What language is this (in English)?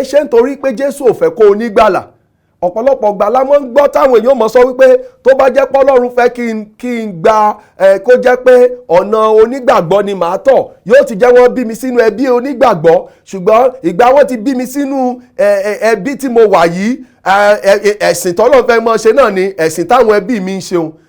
Yoruba